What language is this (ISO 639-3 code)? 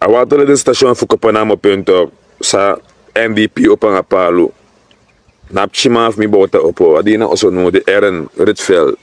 srn